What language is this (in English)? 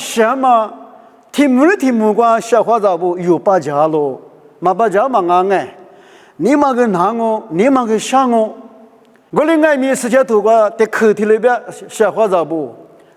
Lisu